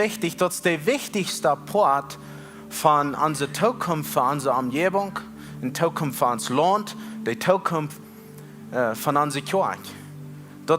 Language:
Plautdietsch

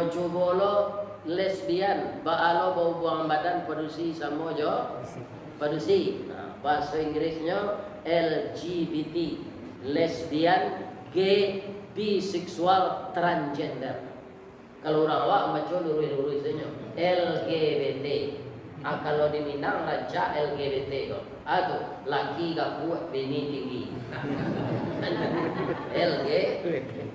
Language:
Minangkabau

